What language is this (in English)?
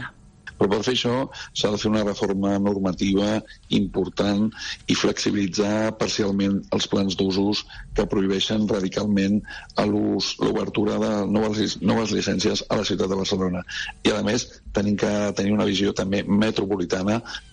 Catalan